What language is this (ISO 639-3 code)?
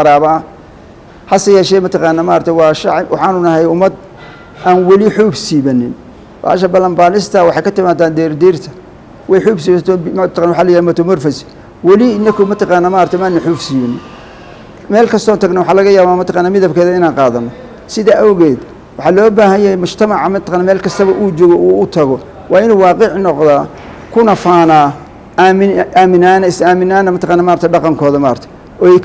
som